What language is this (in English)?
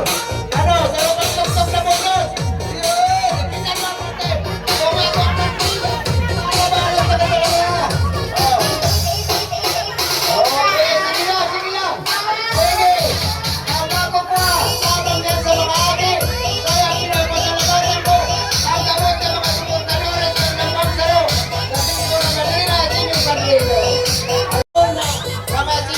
Bikol